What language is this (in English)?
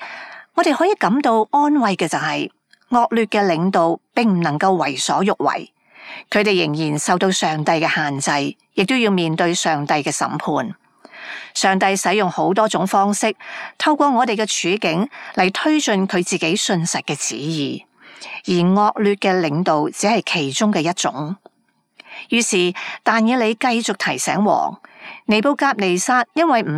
Cantonese